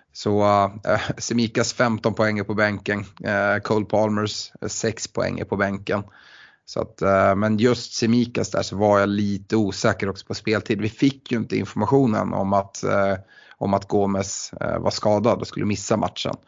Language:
Swedish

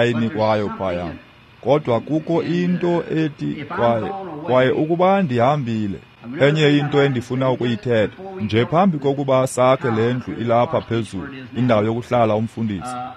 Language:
Xhosa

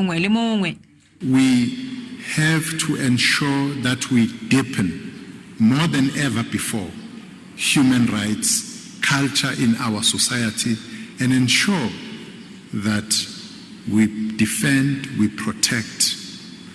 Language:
Tswana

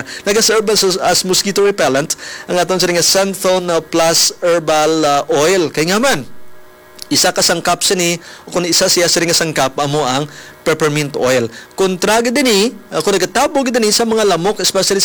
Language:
Hiligaynon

